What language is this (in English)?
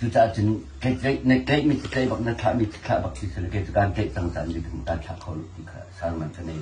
Hakha Chin